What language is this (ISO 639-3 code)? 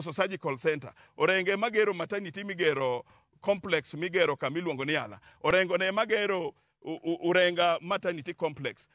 luo